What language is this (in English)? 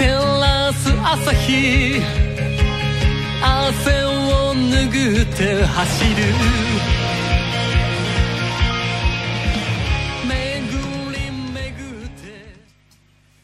Japanese